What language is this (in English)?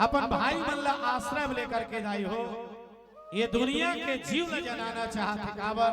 Chhattisgarhi